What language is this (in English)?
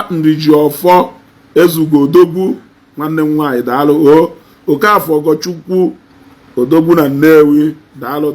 Igbo